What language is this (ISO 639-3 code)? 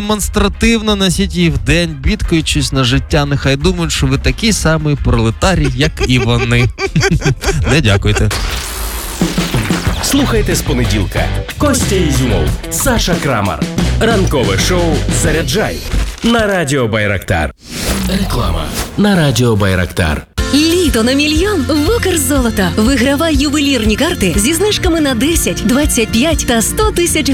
ukr